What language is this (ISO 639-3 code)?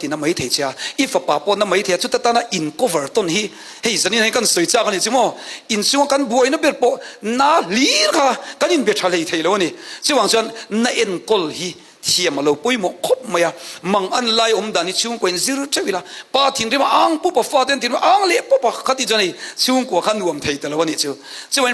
cnh